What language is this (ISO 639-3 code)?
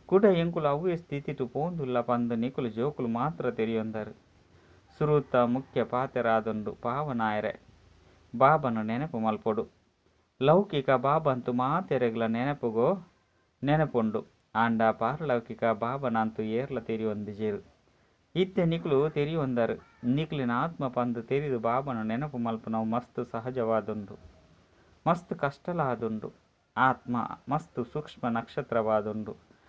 tcy